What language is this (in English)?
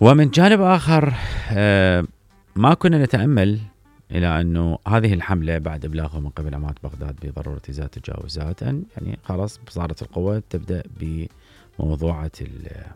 Mesopotamian Arabic